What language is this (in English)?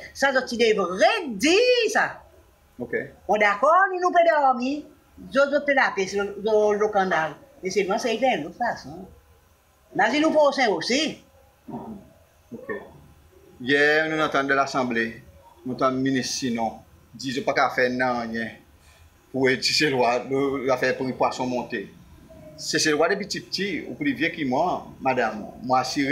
Seselwa Creole French